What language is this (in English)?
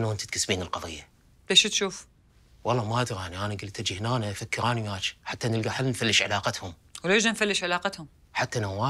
Mesopotamian Arabic